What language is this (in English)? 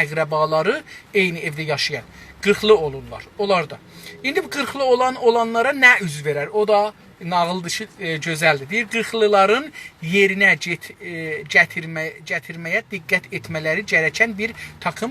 South Azerbaijani